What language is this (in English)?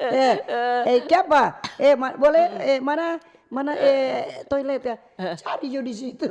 Manado Malay